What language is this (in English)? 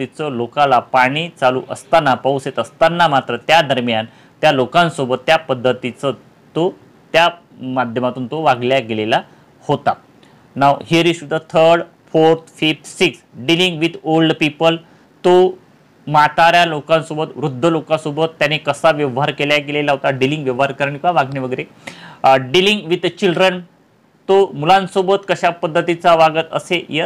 Marathi